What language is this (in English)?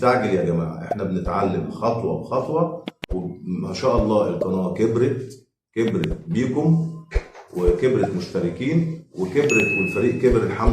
Egyptian Arabic